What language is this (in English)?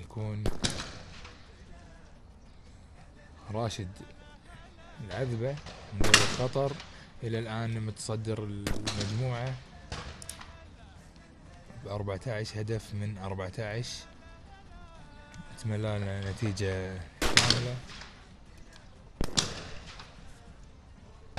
Gulf Arabic